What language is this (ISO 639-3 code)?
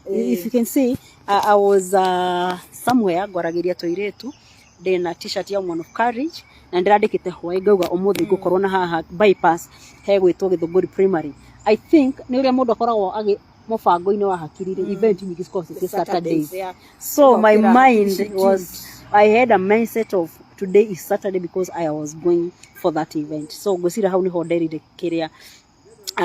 kik